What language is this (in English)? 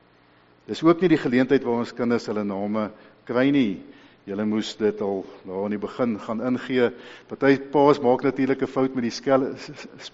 Afrikaans